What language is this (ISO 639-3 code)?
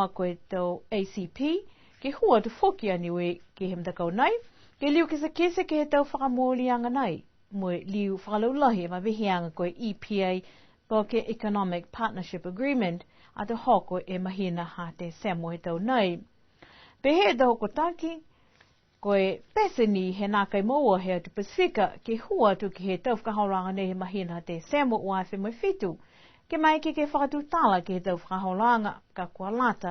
niu